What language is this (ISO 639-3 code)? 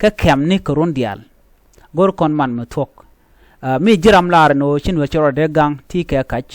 nus